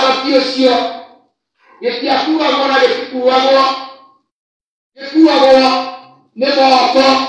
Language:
Kikuyu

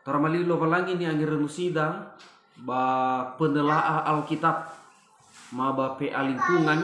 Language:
Nias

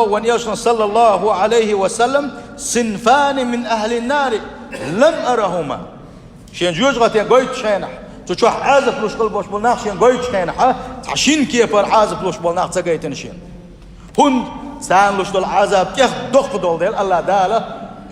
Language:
Chechen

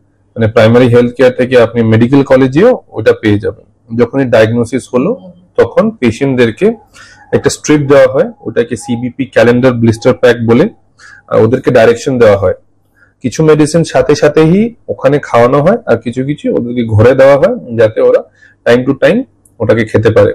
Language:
Bangla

